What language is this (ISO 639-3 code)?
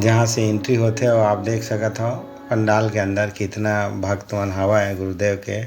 hne